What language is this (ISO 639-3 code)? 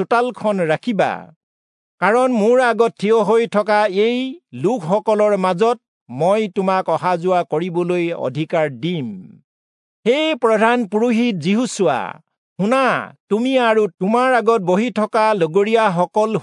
asm